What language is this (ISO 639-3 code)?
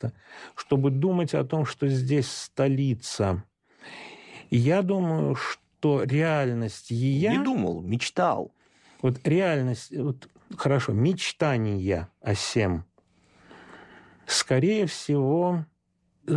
rus